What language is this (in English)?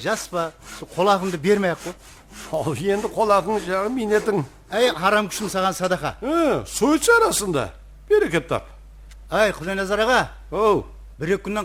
Kara-Kalpak